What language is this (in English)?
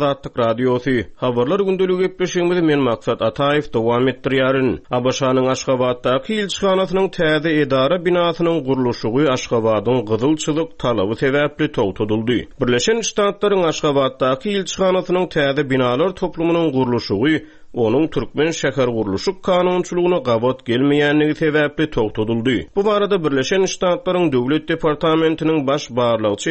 Turkmen